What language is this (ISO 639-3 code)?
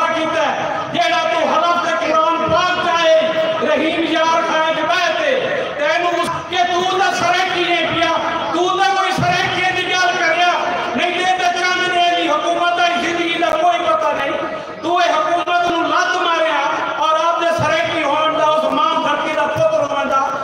skr